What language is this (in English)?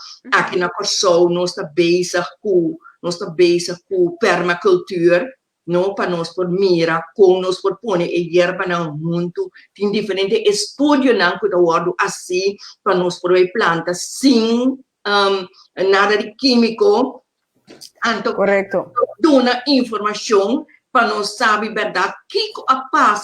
Papiamento